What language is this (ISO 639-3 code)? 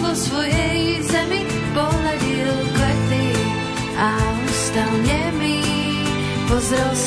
slk